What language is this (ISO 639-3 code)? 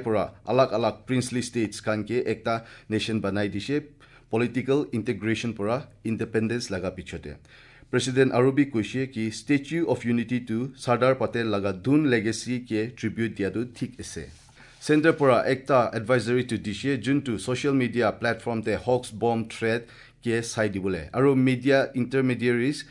asm